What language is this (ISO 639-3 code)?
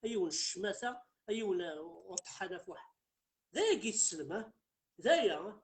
kab